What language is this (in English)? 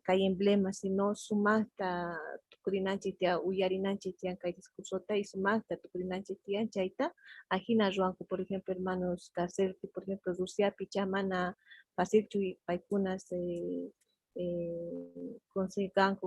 Quechua